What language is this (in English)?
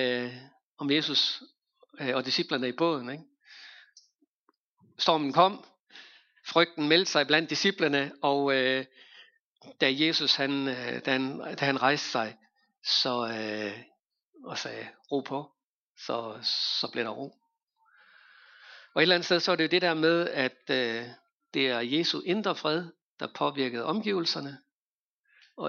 Danish